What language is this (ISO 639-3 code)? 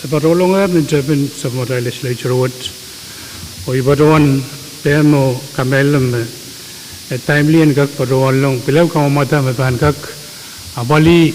pon